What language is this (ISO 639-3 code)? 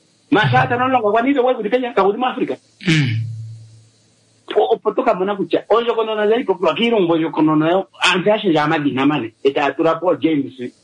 swa